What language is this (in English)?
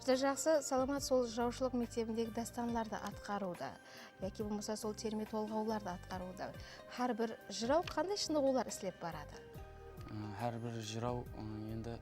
Kara-Kalpak